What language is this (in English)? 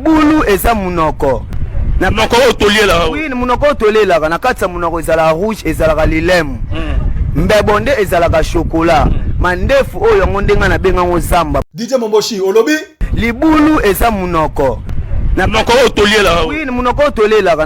Lingala